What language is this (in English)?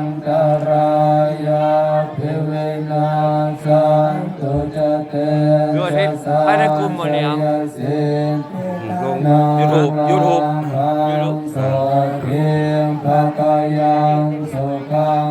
Pali